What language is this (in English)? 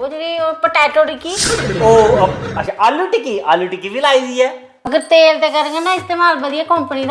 Dogri